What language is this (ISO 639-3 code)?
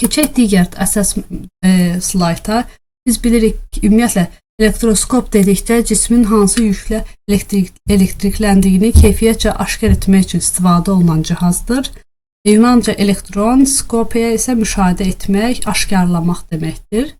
aze